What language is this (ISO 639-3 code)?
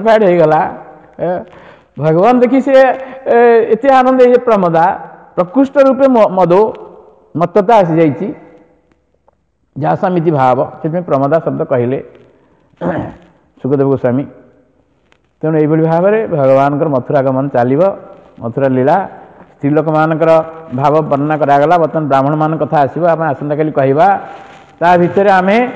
ori